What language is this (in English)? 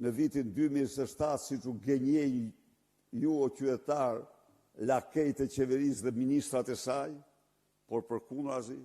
Albanian